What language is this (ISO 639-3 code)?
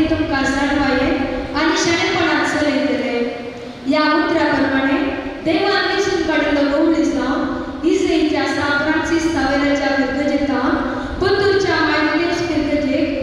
kok